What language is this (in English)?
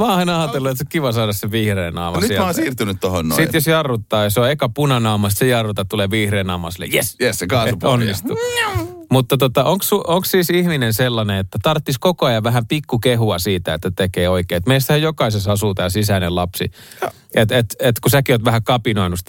Finnish